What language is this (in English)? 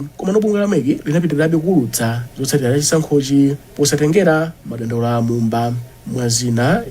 Nyanja